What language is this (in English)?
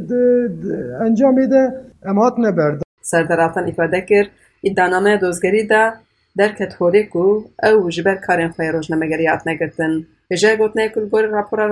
Kurdish